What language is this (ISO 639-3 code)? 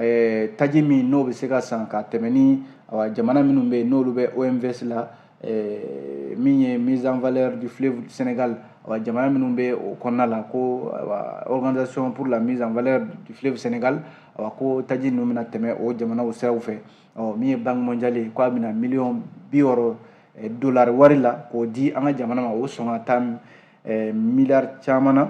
bam